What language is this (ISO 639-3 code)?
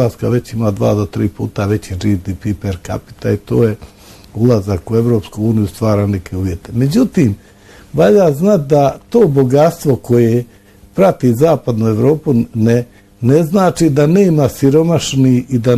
bos